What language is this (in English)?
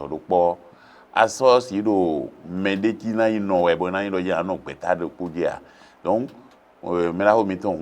Fon